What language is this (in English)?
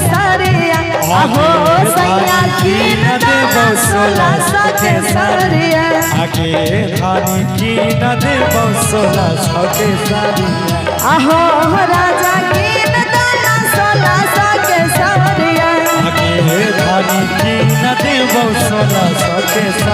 Maithili